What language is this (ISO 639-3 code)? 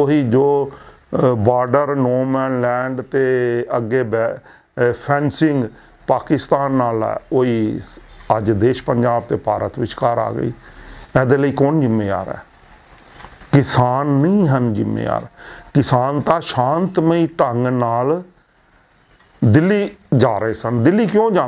pan